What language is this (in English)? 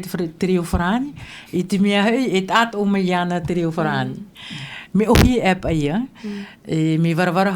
Tahitian